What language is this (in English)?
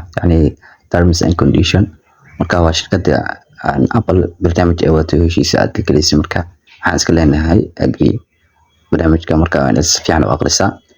Somali